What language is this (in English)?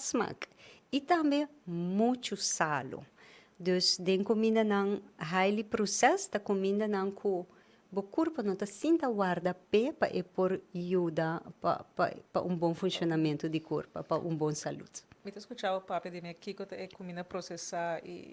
Papiamento